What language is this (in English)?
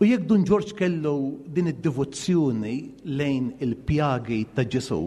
Maltese